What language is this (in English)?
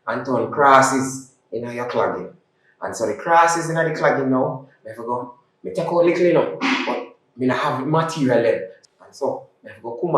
Jamaican Creole English